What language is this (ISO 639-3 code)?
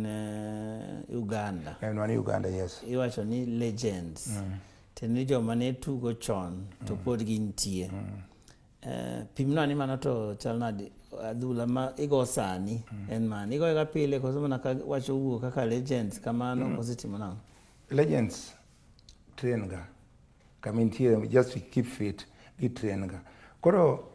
luo